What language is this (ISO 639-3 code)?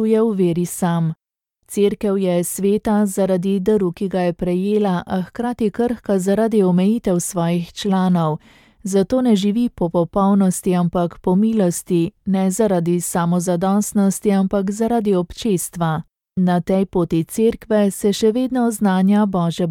slv